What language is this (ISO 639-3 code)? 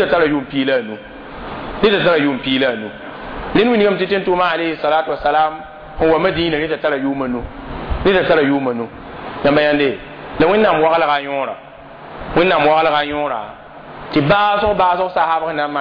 mos